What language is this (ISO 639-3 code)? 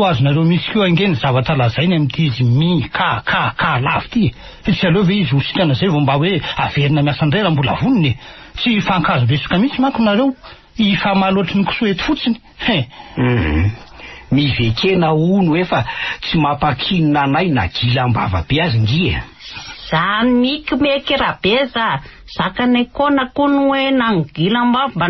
mlg